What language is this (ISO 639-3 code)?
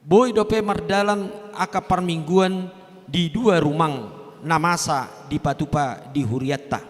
bbc